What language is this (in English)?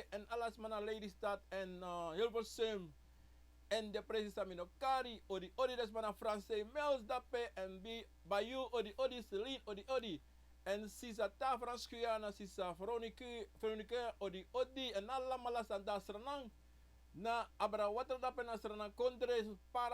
Sranan Tongo